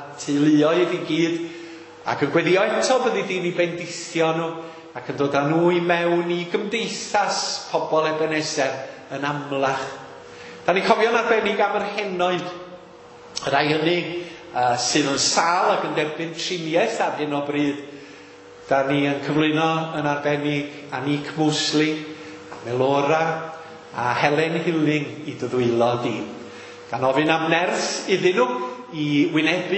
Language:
Welsh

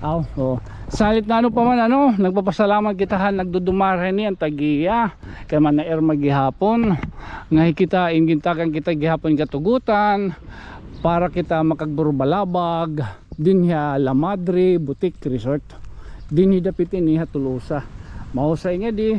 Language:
Waray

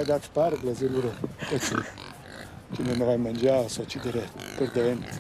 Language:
Romansh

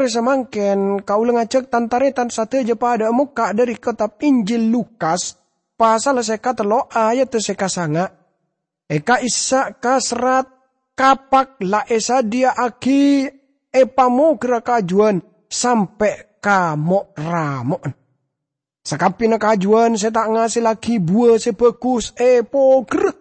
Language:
Madurese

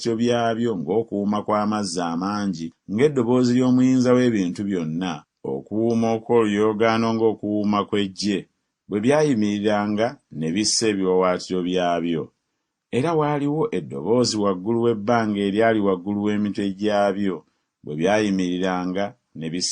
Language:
Ganda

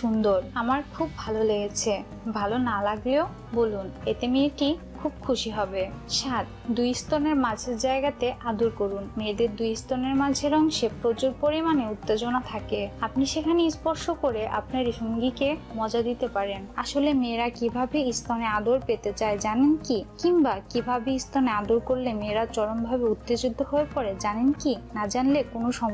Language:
Bangla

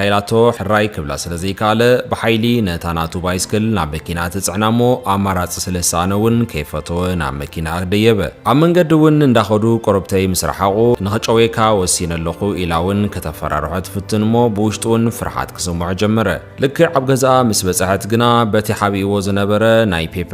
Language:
Tigrinya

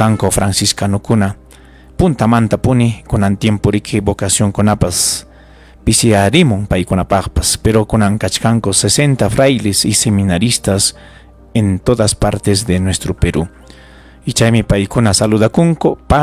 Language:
Ayacucho Quechua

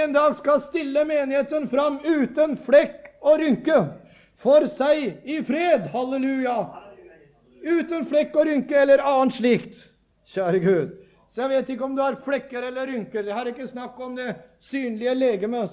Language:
Norwegian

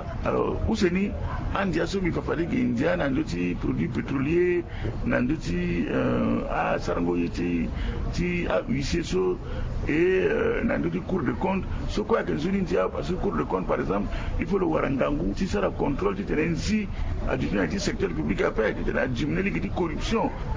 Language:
Sango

